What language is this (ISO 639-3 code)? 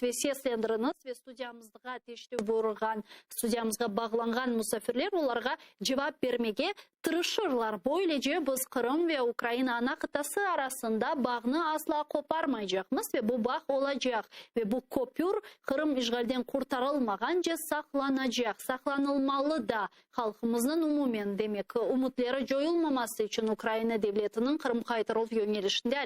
crh